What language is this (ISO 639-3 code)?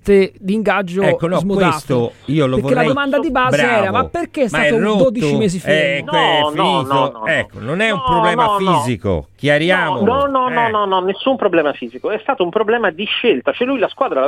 ita